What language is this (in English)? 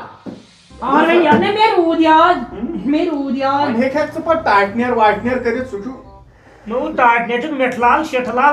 Kashmiri